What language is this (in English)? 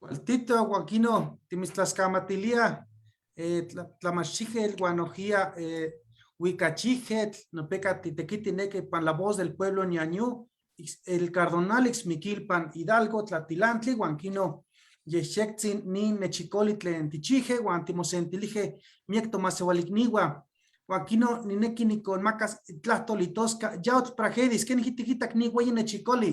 Eastern Huasteca Nahuatl